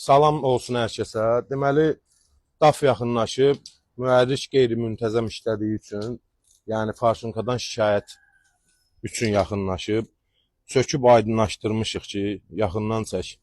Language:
Azerbaijani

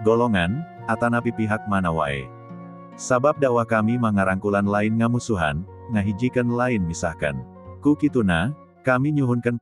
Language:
Sundanese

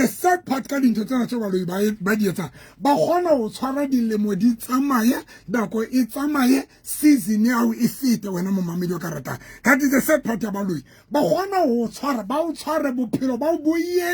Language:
Southern Sotho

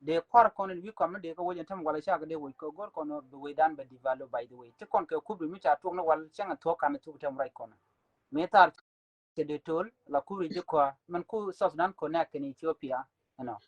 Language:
Nuer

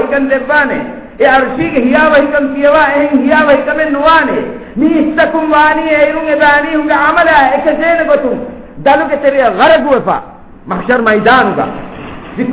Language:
Divehi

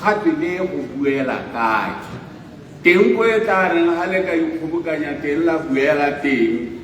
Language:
Tswana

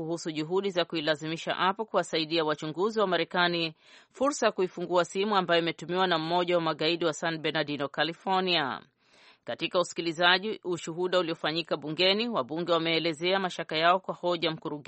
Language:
Swahili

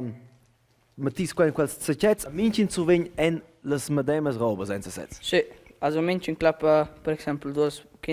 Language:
Romansh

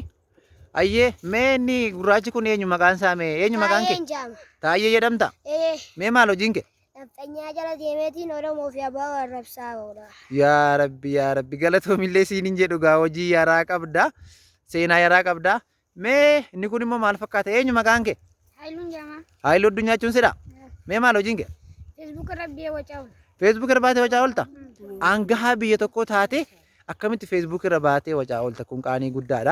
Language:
Oromo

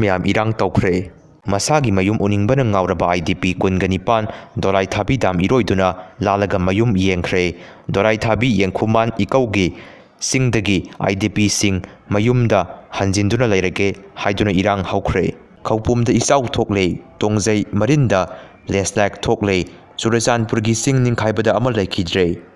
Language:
Manipuri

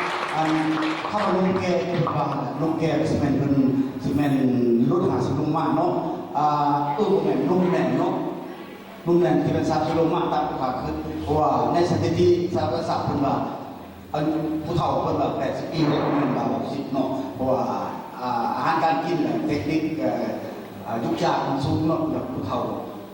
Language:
Lao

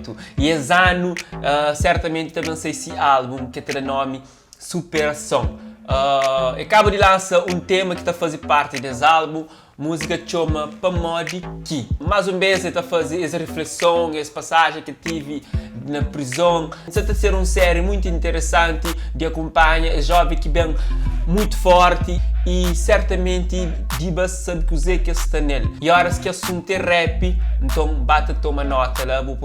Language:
Kabuverdianu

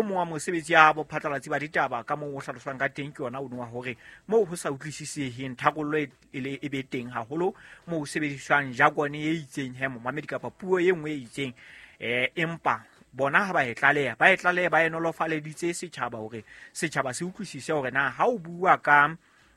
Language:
Southern Sotho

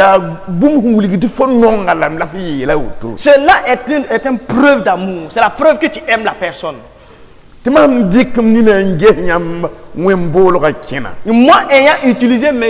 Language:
Mossi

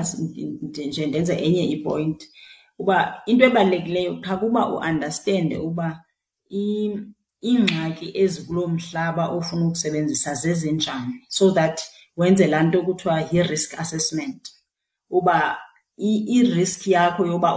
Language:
Xhosa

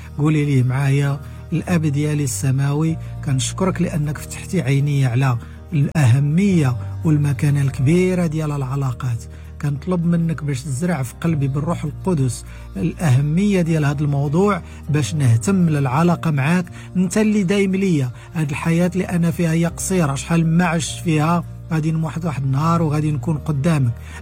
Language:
Moroccan Arabic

